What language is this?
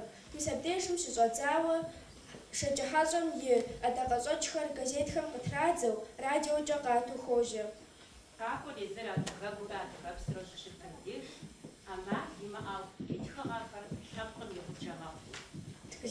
Kabardian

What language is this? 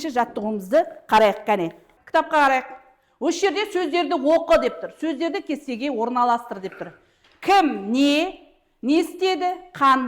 Kazakh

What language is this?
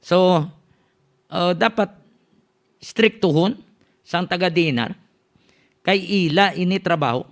Hiligaynon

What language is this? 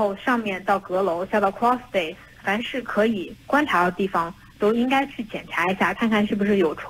Chinese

